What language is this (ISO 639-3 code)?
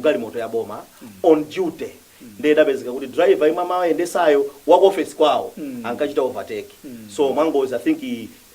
nya